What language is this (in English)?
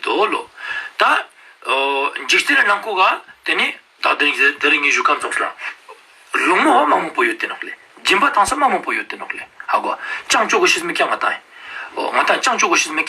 Ladakhi